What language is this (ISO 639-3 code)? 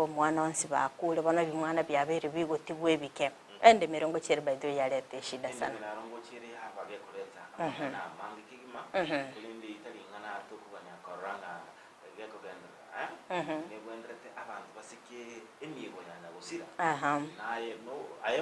guz